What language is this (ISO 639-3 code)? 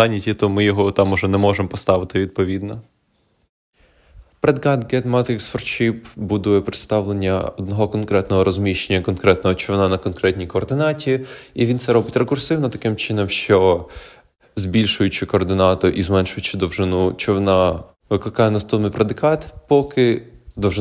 ukr